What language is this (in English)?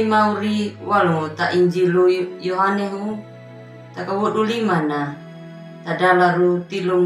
Anakalangu